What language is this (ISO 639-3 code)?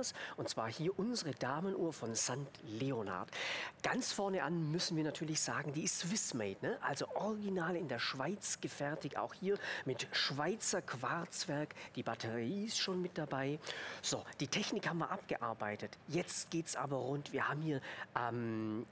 deu